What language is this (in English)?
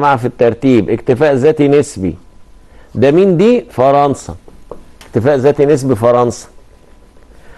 Egyptian Arabic